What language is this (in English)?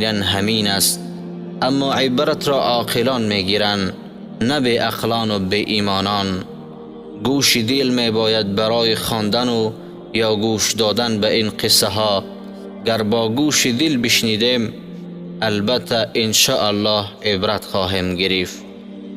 Tajik